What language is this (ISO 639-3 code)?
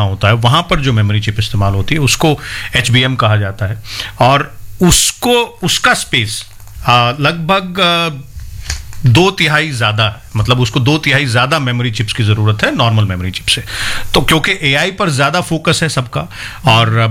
hin